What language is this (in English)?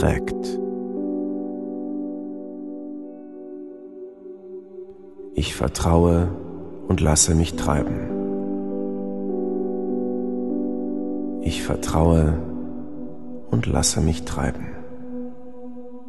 German